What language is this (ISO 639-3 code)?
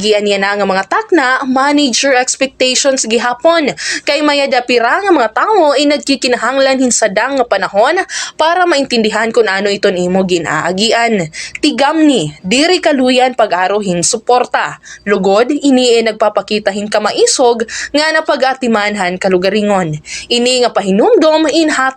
war